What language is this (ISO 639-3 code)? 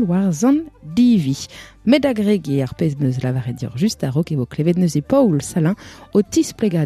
bre